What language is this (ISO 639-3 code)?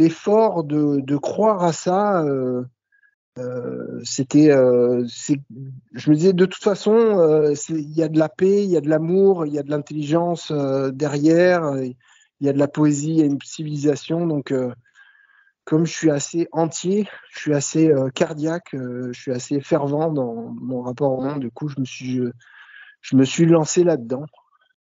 fra